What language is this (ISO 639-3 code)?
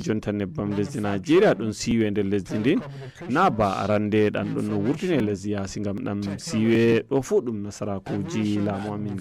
ful